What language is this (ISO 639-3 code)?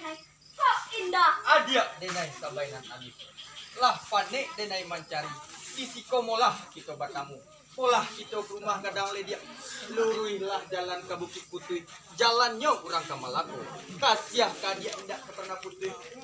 min